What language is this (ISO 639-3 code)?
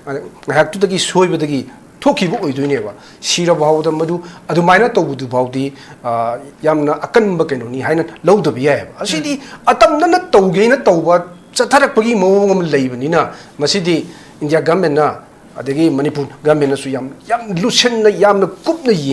mni